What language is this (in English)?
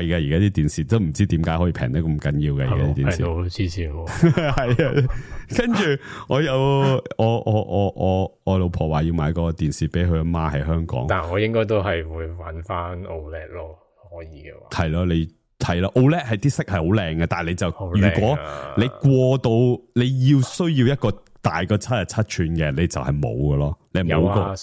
Cantonese